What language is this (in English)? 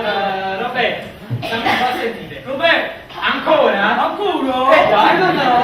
Neapolitan